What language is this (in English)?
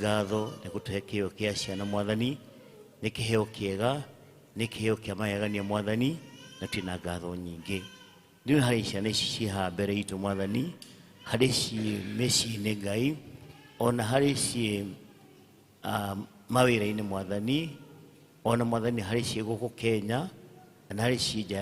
Kikuyu